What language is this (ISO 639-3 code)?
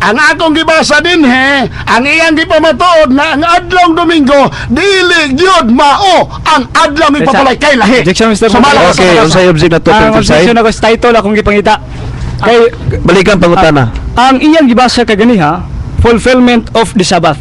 ceb